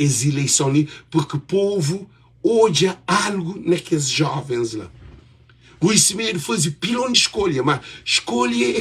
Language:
Kabuverdianu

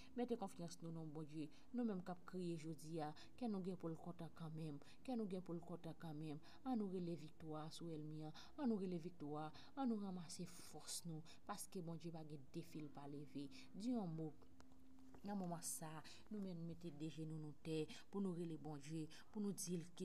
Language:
Haitian Creole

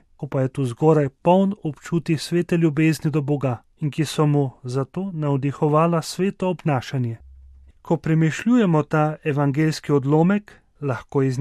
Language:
Slovenian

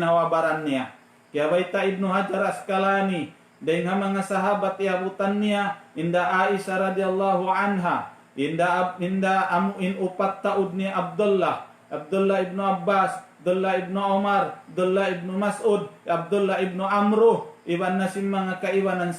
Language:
Tausug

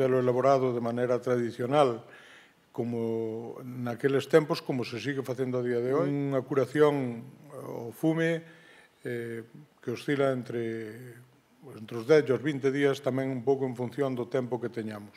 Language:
Galician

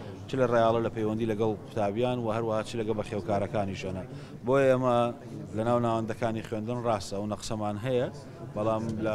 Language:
Central Kurdish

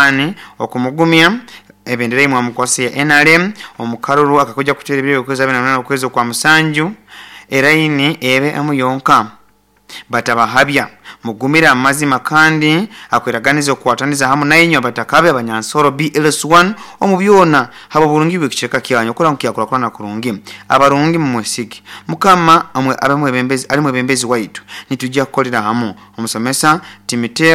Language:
Nyoro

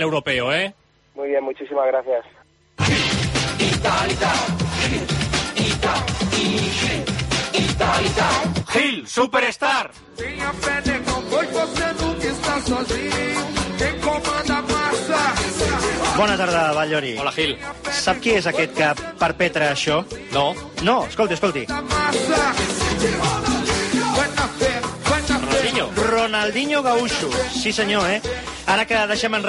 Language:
Catalan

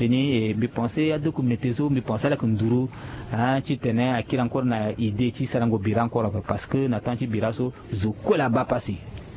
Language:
Sango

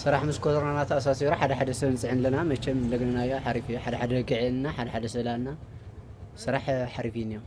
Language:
Tigrinya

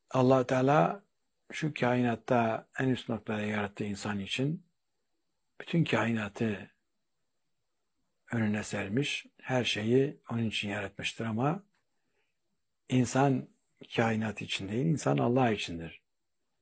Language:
Turkish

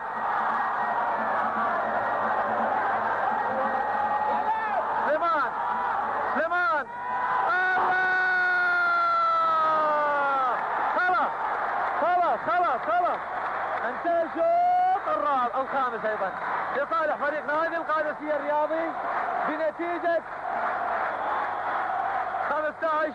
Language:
Gulf Arabic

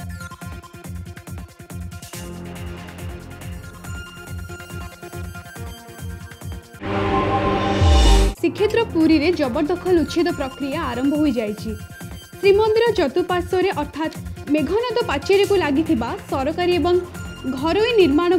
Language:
Odia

